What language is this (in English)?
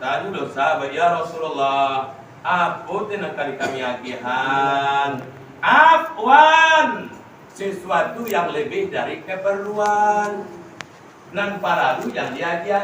Minangkabau